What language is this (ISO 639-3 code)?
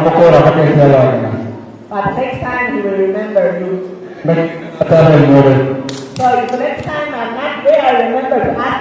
guz